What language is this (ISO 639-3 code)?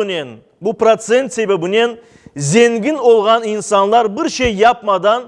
crh